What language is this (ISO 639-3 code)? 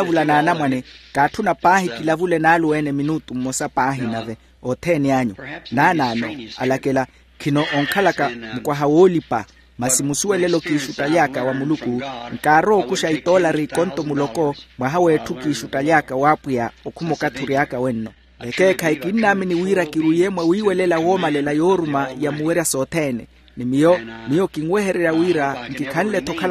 vmw